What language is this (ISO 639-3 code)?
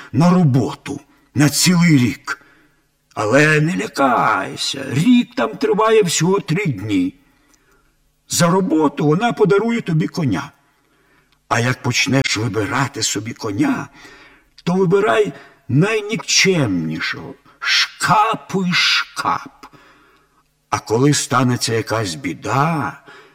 ukr